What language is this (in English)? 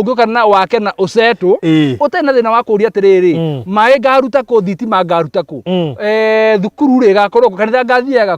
Kikuyu